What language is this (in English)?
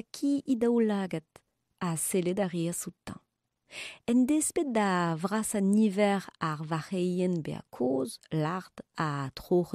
Breton